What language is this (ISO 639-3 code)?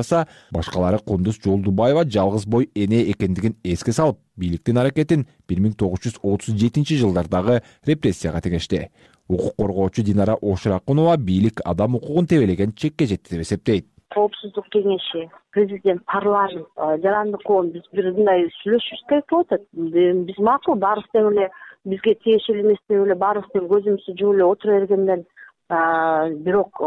kir